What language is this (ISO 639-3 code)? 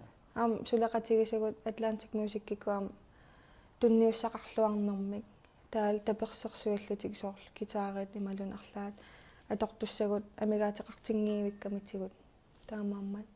kal